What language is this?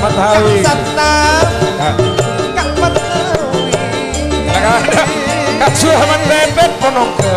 Madurese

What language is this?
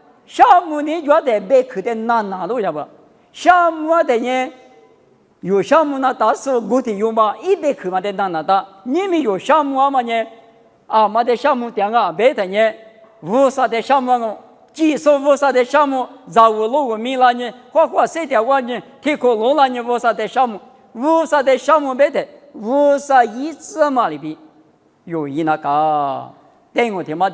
Lisu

